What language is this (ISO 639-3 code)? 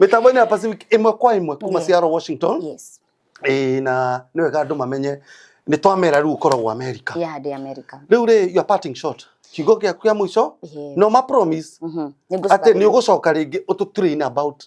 kik